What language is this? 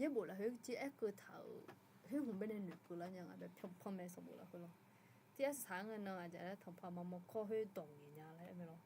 Akha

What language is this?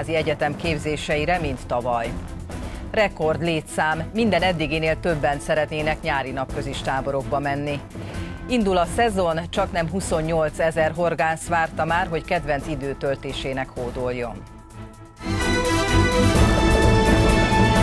Hungarian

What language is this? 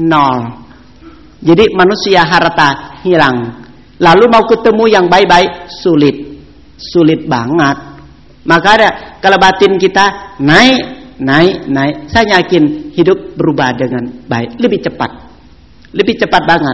Indonesian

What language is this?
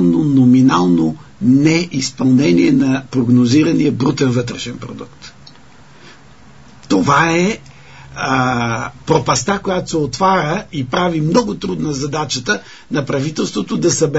Bulgarian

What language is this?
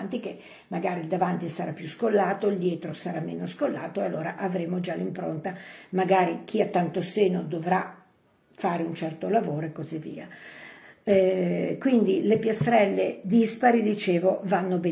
Italian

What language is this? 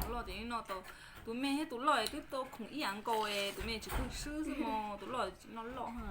Hmong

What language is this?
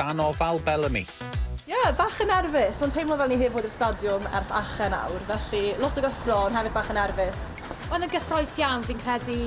Welsh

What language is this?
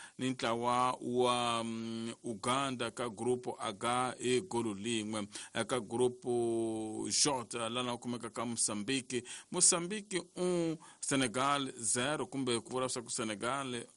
Tsonga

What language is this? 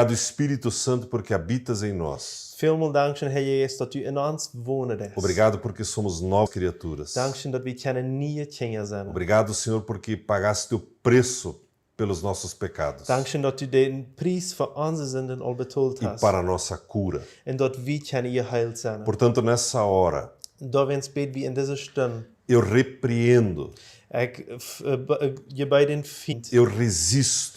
Plautdietsch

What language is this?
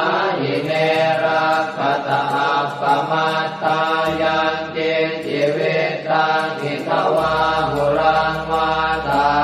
Pali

